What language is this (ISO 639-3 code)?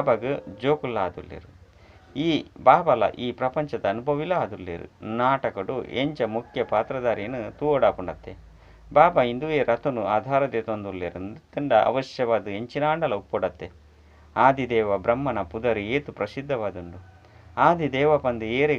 tcy